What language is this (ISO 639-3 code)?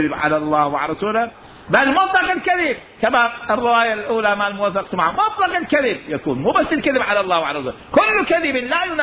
acm